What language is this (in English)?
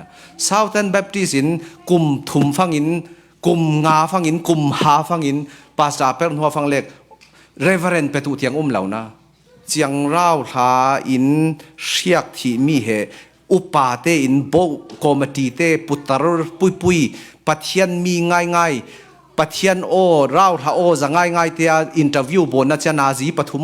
Falam Chin